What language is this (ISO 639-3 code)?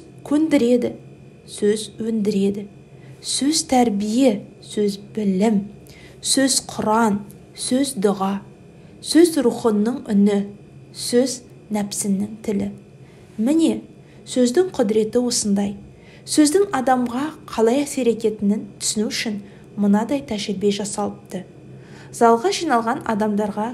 kaz